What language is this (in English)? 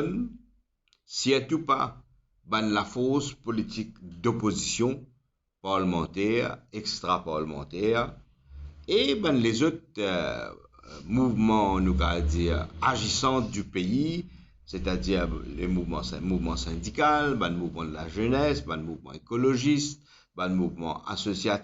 Morisyen